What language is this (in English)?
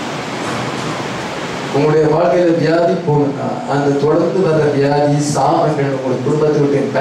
Tamil